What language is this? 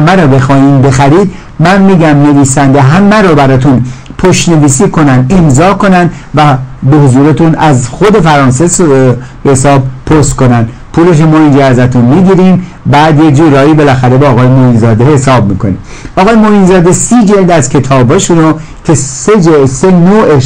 Persian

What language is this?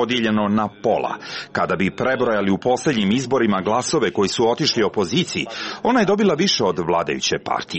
Serbian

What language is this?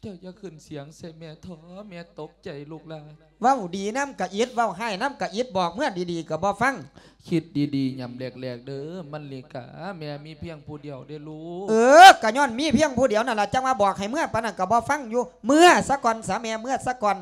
Lao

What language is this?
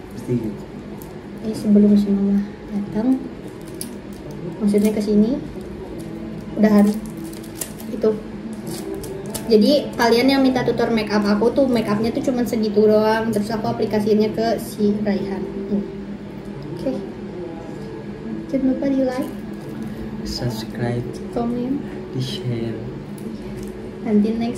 Indonesian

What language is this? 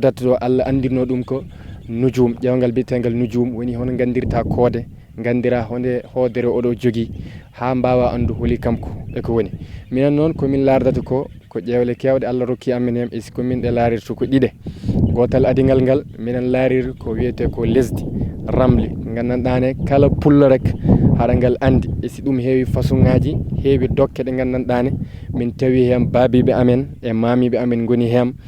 Fula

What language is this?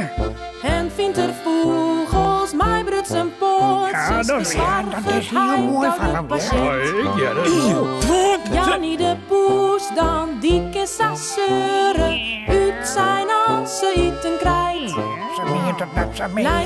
Western Frisian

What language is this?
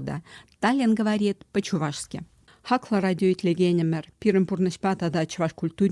Chuvash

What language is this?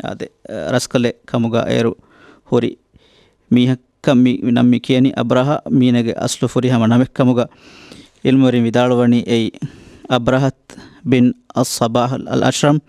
Divehi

